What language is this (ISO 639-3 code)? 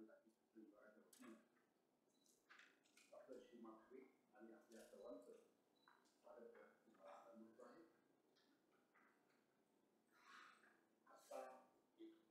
mar